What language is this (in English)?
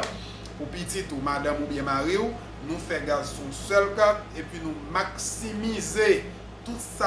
Haitian Creole